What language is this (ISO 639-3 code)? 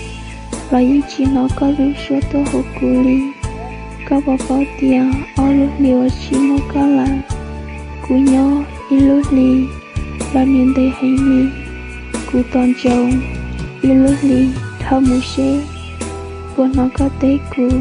hmn